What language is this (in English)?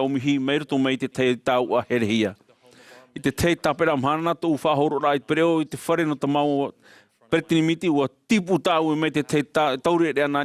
Tahitian